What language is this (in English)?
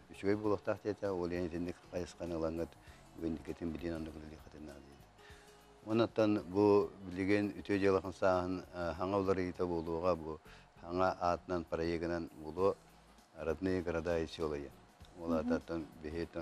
Yakut